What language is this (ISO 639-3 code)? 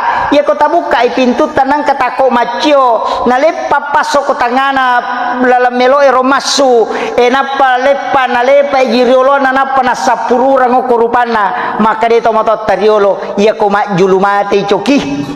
bug